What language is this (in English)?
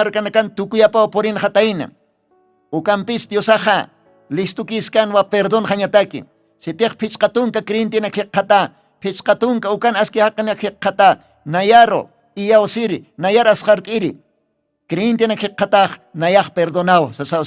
Aymara